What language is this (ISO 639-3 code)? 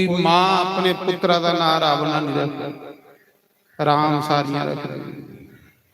doi